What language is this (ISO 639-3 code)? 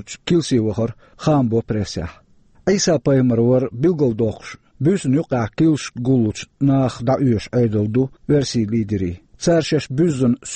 che